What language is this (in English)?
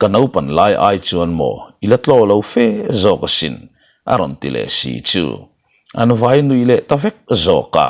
Mizo